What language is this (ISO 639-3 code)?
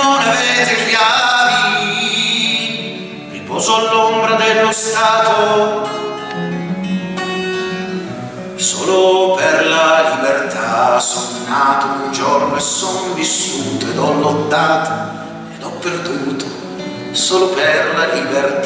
ita